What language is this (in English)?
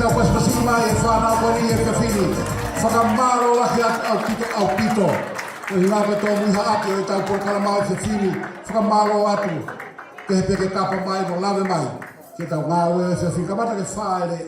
Tongan